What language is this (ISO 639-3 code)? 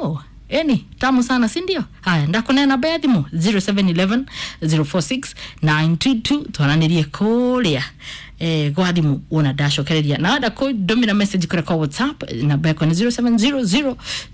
kik